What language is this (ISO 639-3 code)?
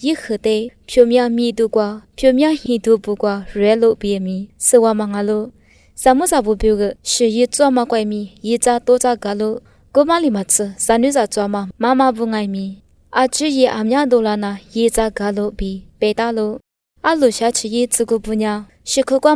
lis